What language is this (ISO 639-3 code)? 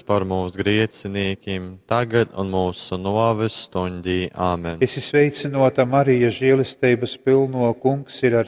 ltg